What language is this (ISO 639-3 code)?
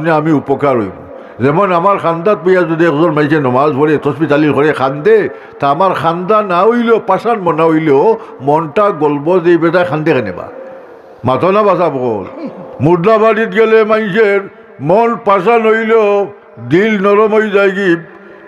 syl